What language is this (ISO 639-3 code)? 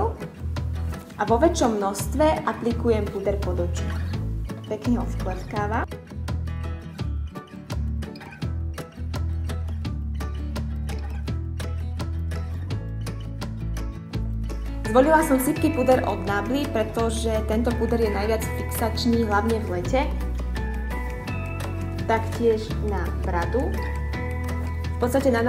slk